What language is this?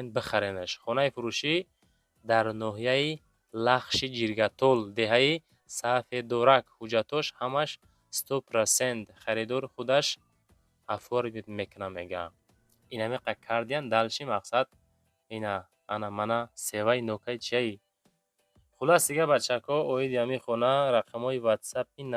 Tajik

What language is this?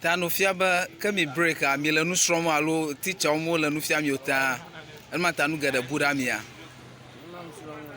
Ewe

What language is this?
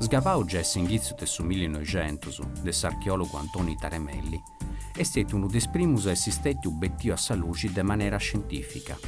Sardinian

